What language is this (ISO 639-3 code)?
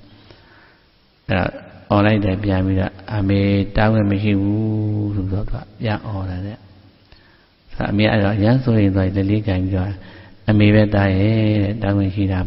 mya